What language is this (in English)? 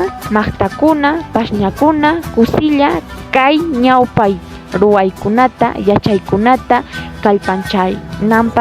Ayacucho Quechua